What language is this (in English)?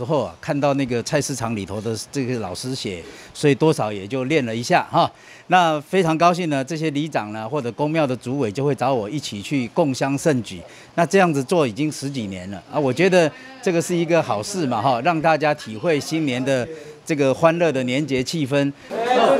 Chinese